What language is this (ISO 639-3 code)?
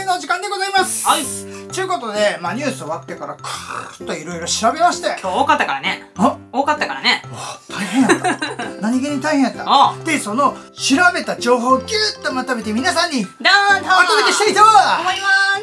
jpn